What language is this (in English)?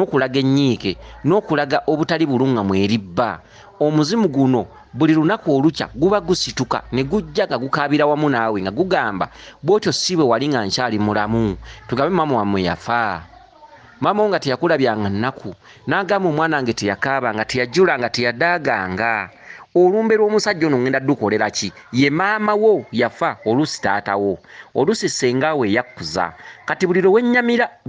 Ganda